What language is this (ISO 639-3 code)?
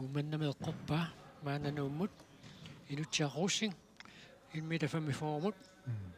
kal